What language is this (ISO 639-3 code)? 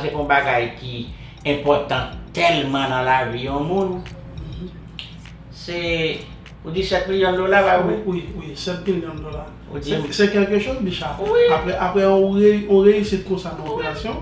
hat